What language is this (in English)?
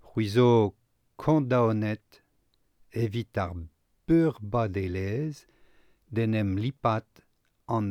Breton